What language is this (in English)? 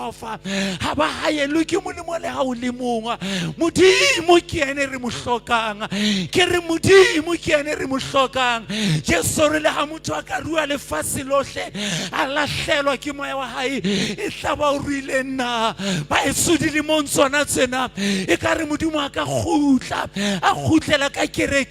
Southern Sotho